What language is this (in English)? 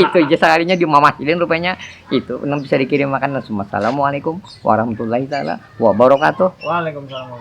Banjar